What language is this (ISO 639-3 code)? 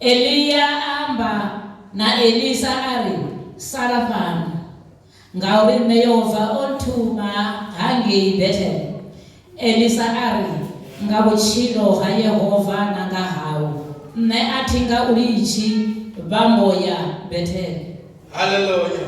ven